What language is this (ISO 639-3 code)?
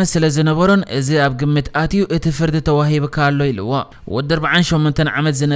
tir